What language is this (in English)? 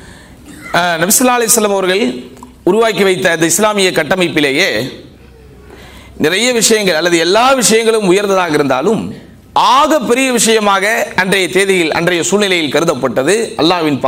Tamil